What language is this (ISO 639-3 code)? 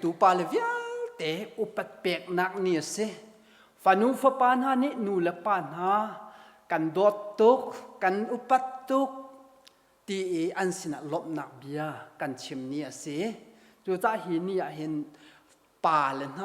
cnh